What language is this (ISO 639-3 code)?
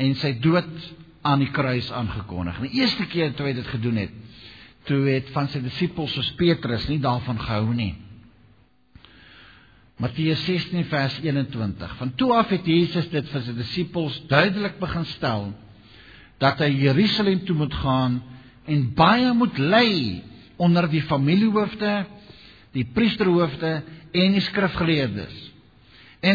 afr